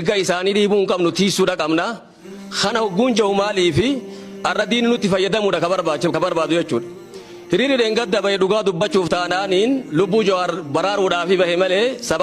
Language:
Oromo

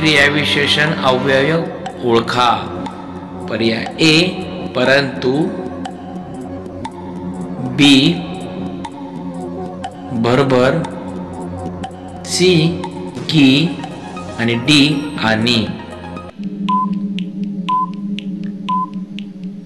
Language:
Marathi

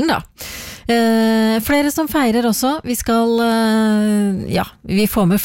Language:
Norwegian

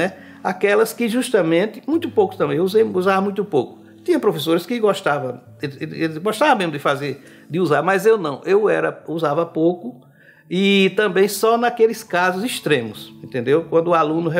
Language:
Portuguese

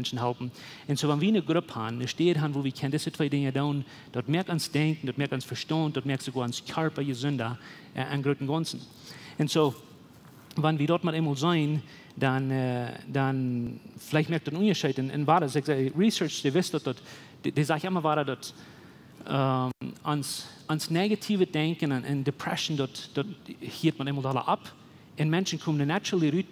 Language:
Plautdietsch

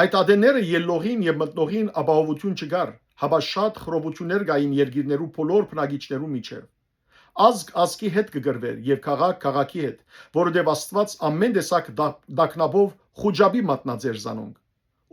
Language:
Western Armenian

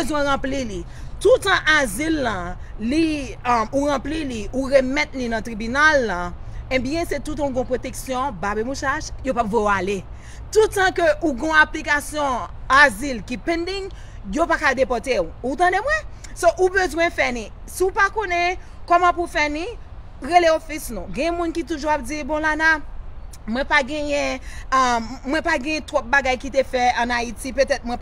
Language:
Haitian Creole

